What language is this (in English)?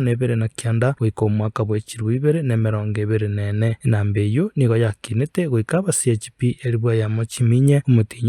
Gusii